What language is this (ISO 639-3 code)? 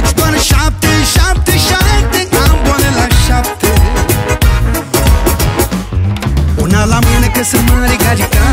ron